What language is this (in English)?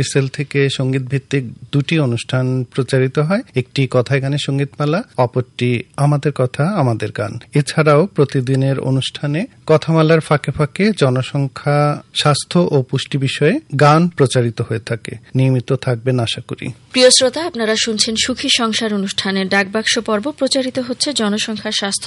Bangla